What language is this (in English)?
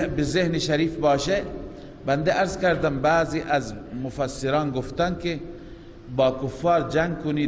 Persian